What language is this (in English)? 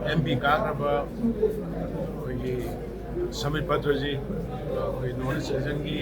Manipuri